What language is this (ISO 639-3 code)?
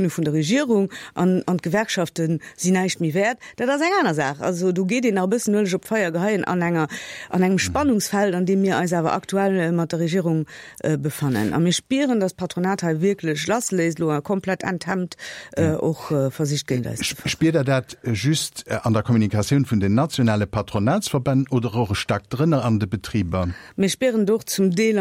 ltz